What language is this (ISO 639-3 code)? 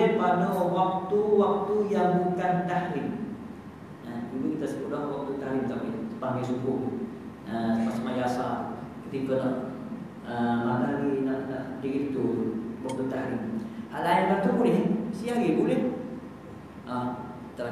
msa